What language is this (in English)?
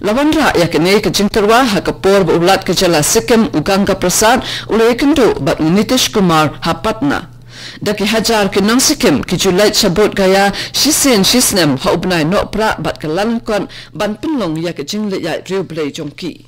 Khasi